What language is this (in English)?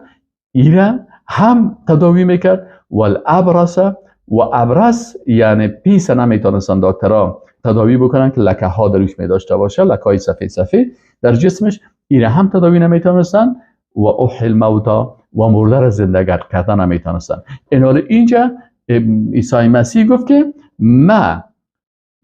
Persian